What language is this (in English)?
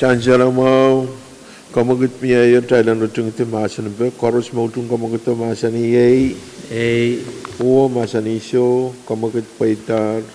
Pohnpeian